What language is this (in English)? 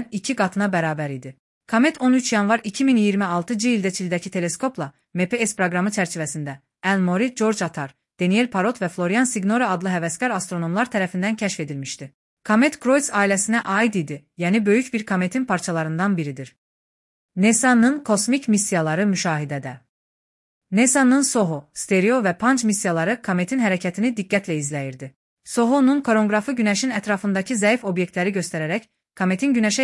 Azerbaijani